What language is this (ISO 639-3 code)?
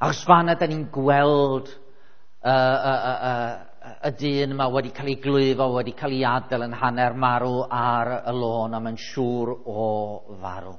cym